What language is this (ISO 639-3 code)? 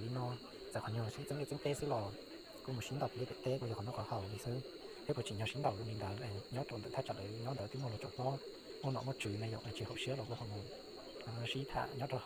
hmn